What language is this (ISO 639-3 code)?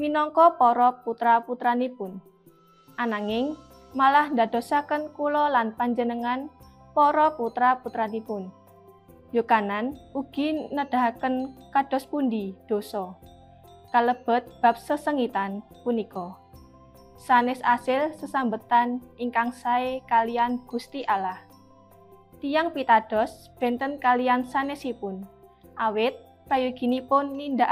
jav